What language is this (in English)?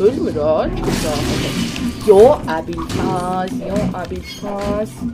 South Azerbaijani